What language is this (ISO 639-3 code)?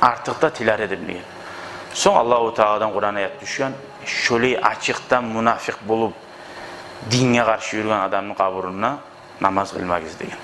kum